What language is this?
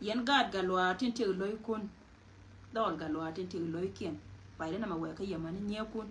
Nuer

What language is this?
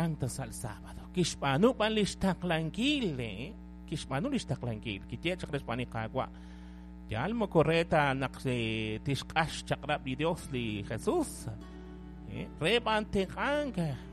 Kekchí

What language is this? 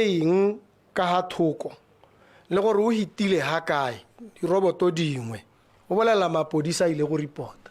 Tswana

